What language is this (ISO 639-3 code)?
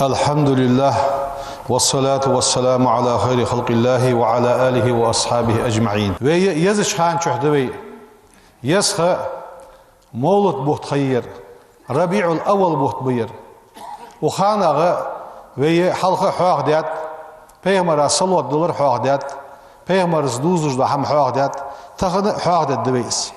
inh